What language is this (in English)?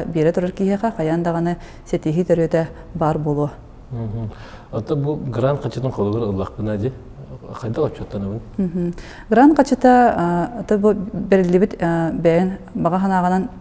Yakut